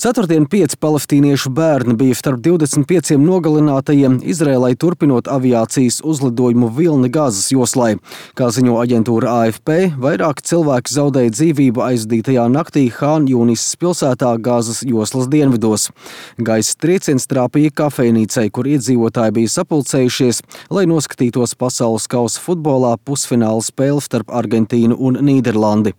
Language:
Latvian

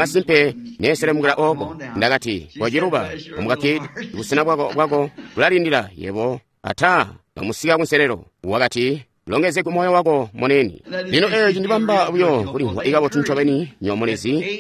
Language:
Tonga (Zambia)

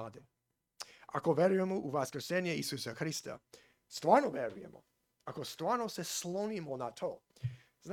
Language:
Serbian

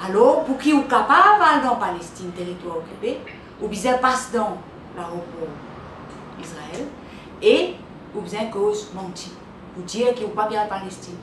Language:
Morisyen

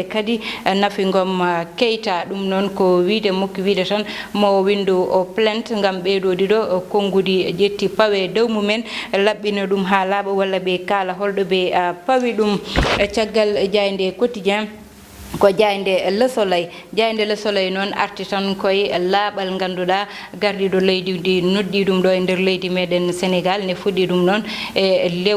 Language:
Fula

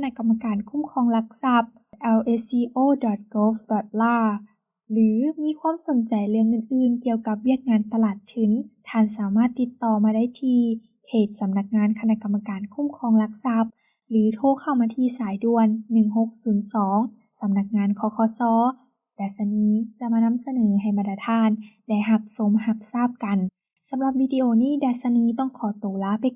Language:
Lao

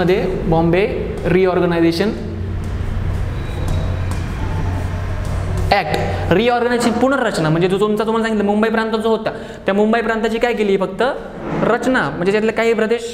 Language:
Marathi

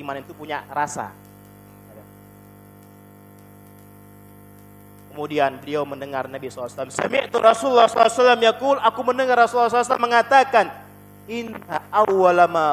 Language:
Indonesian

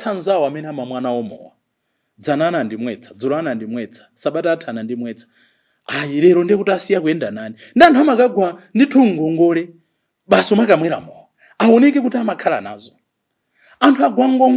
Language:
Nyanja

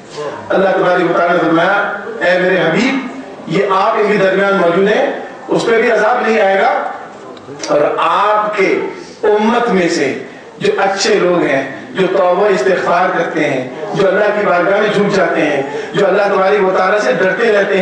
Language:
Urdu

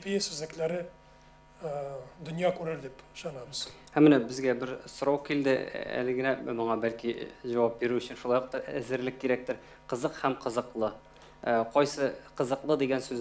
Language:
Tatar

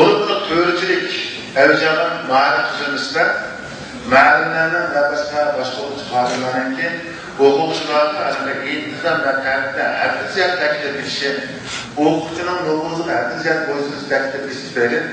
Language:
Uyghur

